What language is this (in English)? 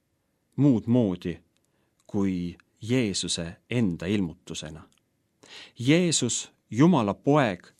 Estonian